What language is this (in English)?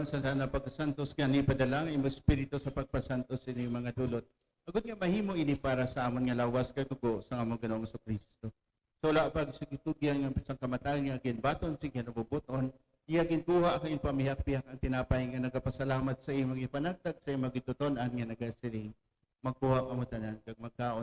Hiligaynon